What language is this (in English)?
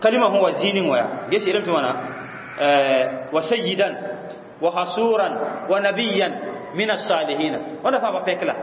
Mossi